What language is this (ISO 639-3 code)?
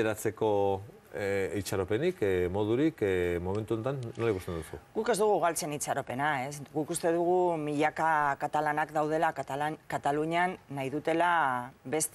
eus